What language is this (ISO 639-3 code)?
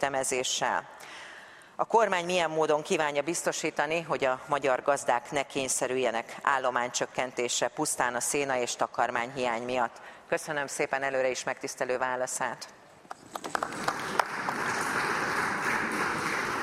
hun